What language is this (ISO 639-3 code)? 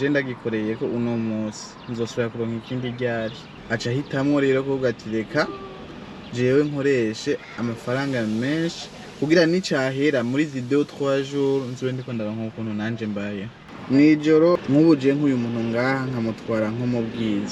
run